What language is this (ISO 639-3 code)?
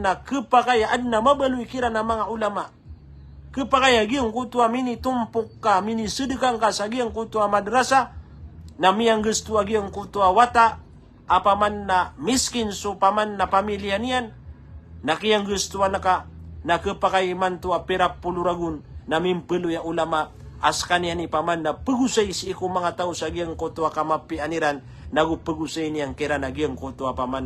mrw